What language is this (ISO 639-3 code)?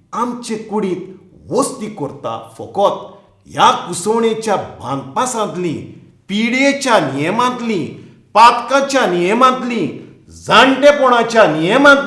kok